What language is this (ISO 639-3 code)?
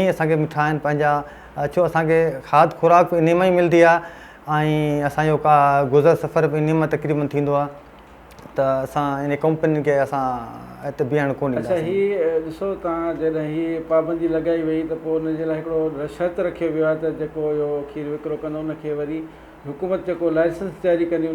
snd